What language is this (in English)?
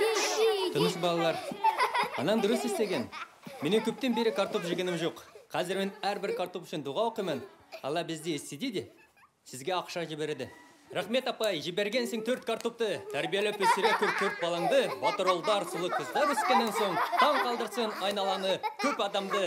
Bashkir